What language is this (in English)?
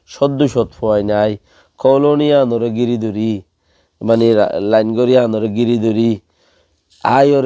Rohingya